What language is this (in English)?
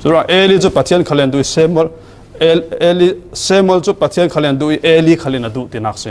Falam Chin